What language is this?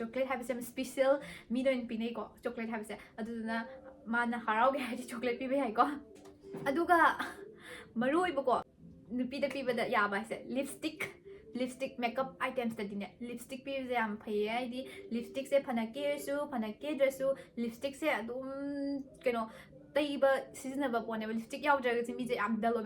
Manipuri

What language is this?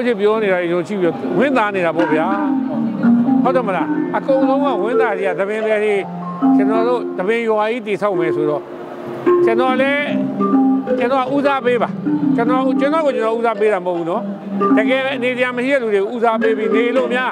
Burmese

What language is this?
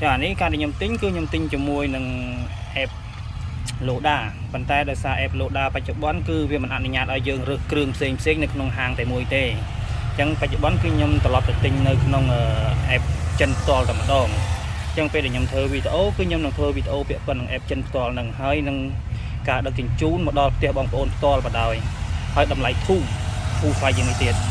Khmer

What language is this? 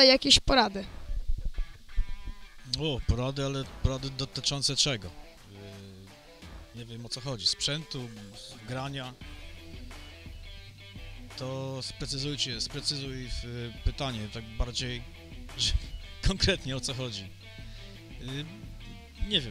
Polish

